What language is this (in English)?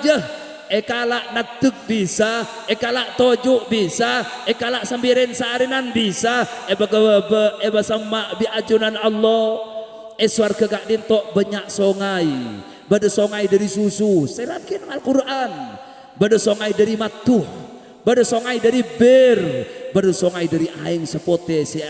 Madurese